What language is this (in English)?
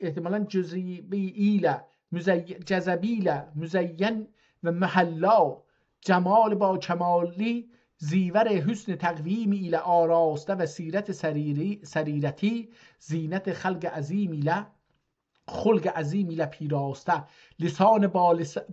South Azerbaijani